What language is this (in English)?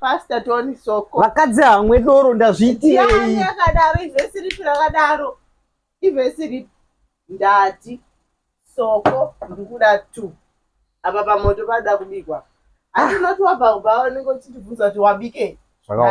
Shona